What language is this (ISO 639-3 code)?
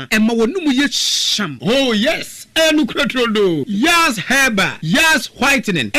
aka